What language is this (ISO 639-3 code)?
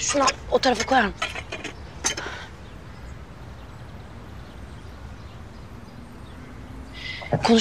tur